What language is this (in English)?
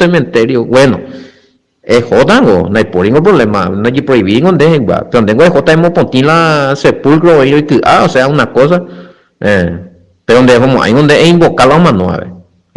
Guarani